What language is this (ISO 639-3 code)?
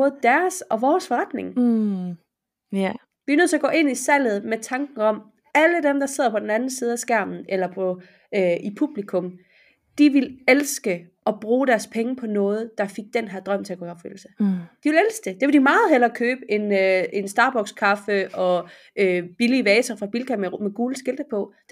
dan